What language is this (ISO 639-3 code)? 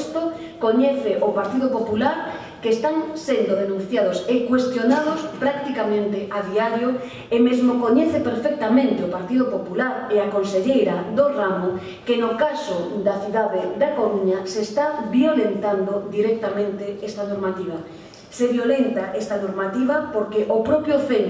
glg